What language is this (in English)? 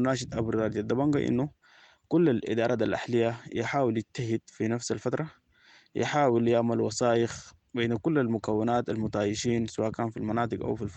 Sudanese Arabic